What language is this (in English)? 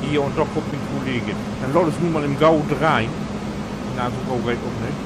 Low German